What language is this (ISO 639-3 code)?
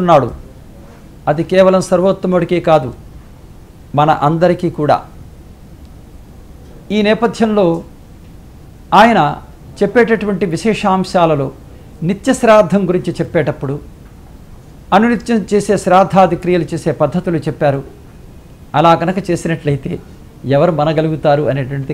tel